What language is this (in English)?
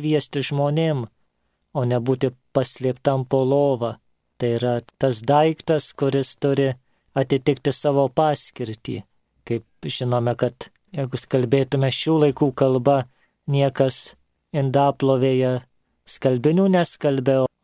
Lithuanian